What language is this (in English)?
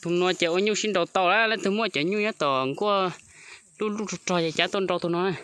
Hmong